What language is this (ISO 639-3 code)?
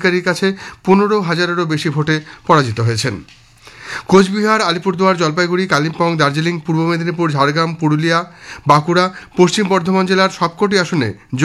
ben